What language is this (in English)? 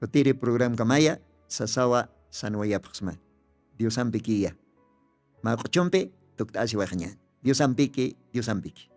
Aymara